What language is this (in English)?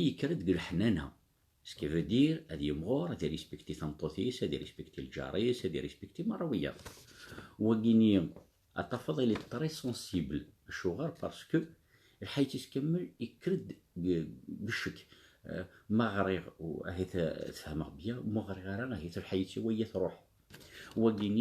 Kabyle